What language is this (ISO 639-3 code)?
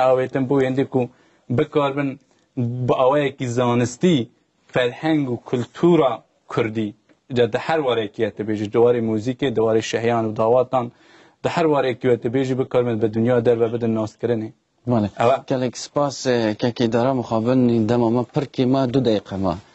kur